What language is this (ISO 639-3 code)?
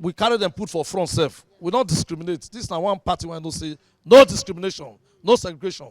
pcm